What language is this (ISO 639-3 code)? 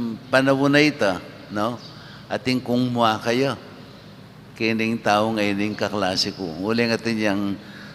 pam